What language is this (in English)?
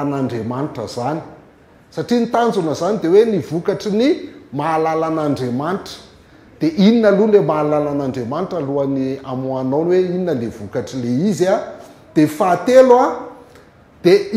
Malagasy